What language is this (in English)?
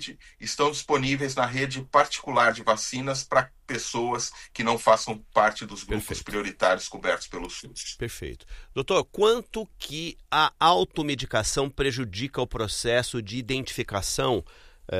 Portuguese